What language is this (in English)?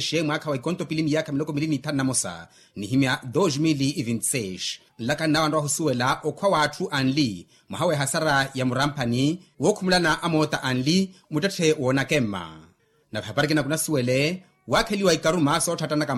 Makhuwa